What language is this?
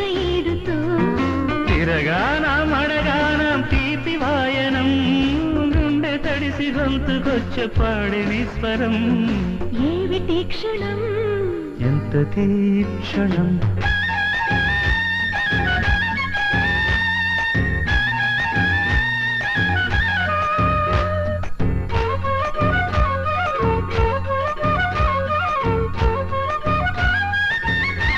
Telugu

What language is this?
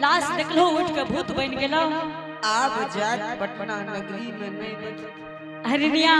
Angika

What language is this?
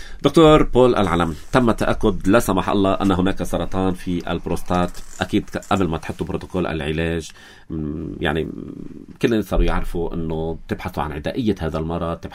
North Levantine Arabic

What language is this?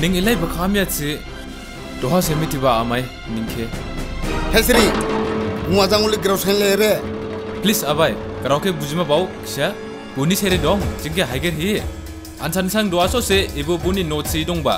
Dimasa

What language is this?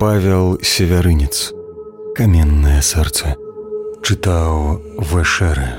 Belarusian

